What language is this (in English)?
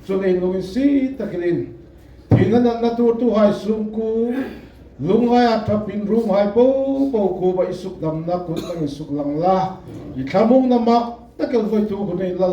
Hmar